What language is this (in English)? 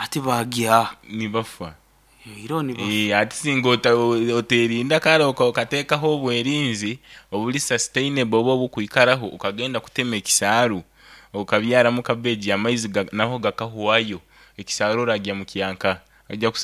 Nyoro